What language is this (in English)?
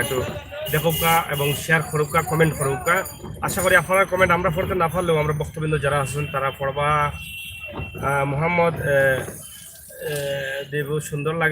Sylheti